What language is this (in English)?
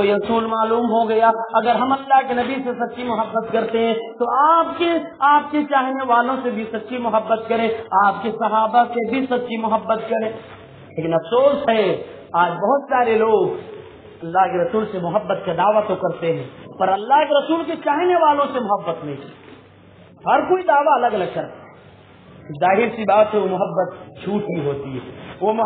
Urdu